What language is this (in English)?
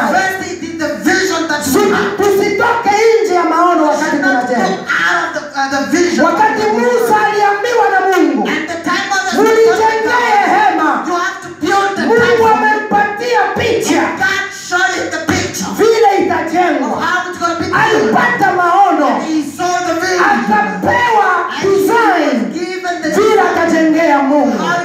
Swahili